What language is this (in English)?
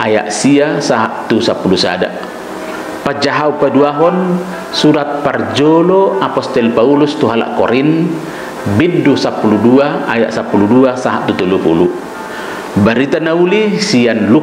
Batak Toba